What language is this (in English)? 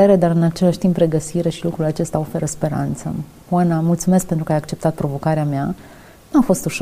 Romanian